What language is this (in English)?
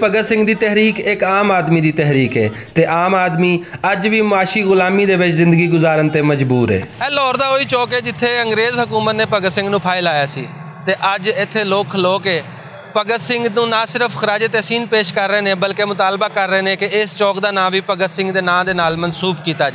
Western Panjabi